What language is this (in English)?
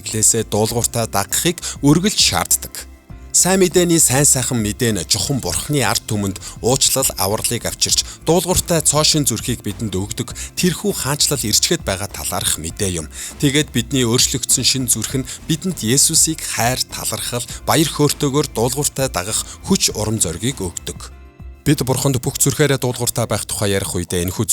Mongolian